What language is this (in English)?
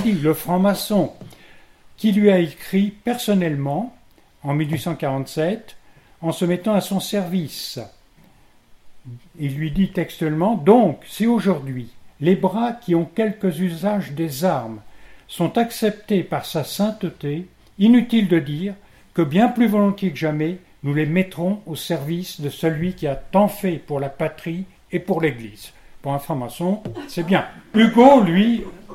French